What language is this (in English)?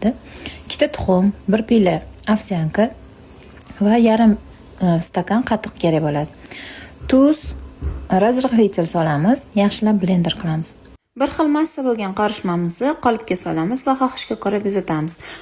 Uzbek